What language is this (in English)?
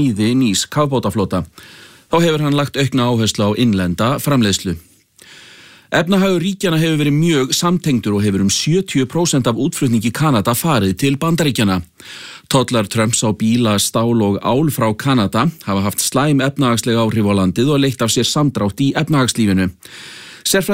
Icelandic